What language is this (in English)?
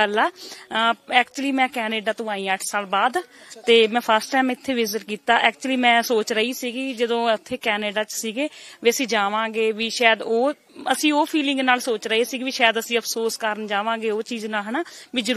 Punjabi